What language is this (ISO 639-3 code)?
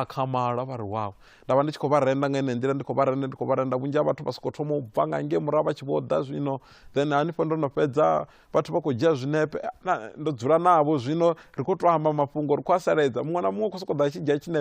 ven